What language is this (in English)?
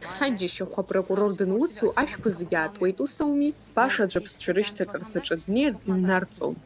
Abkhazian